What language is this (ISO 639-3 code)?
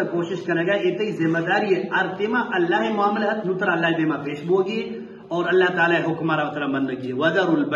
bgp